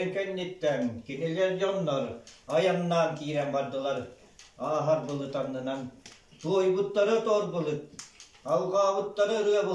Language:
Yakut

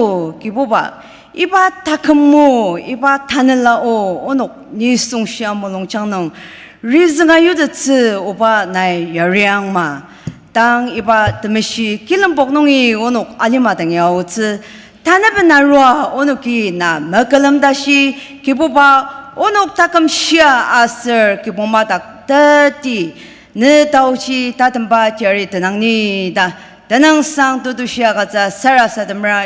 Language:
Ao Naga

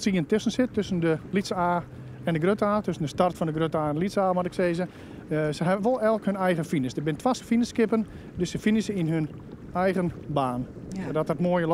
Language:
Western Frisian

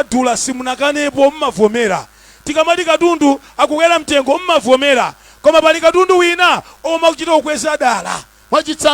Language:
Nyanja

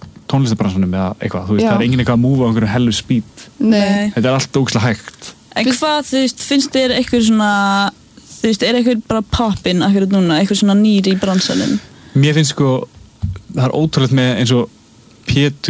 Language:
Icelandic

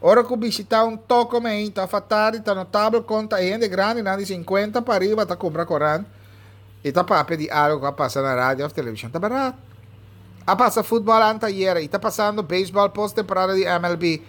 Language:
Papiamento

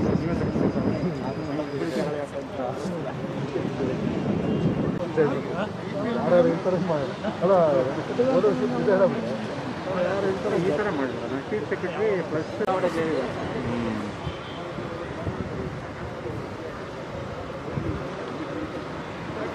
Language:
Kannada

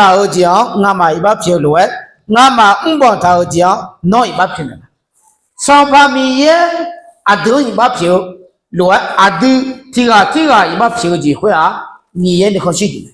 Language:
Akha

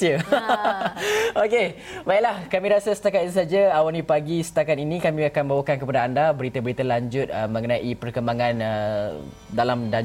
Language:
Malay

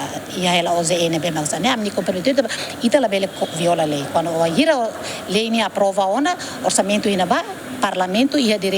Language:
Tetum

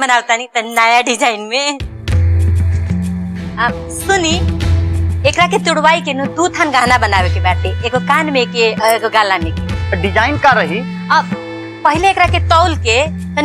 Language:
Bhojpuri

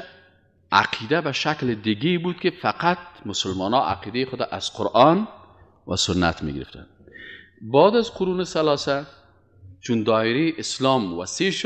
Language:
Persian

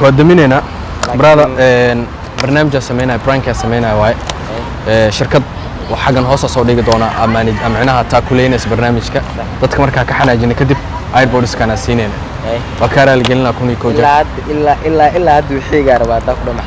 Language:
Somali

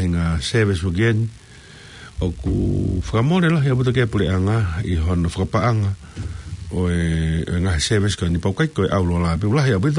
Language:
Tongan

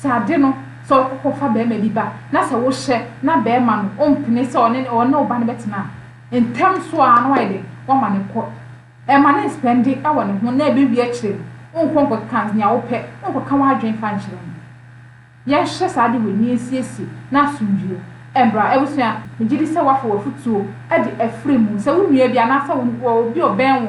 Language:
Akan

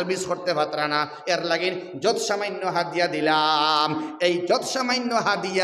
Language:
Sylheti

